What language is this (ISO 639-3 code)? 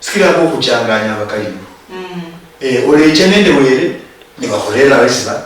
luy